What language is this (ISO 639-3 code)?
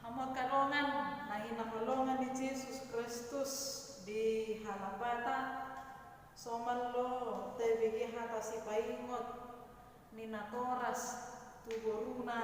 bbc